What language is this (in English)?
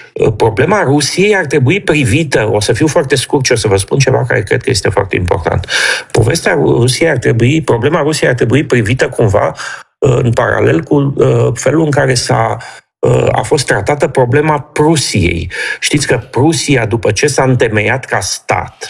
Romanian